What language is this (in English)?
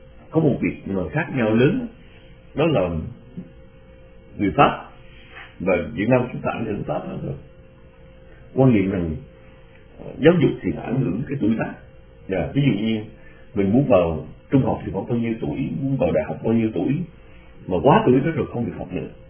Vietnamese